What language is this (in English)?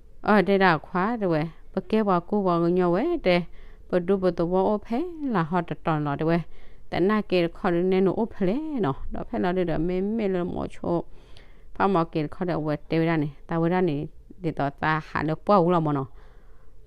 S'gaw Karen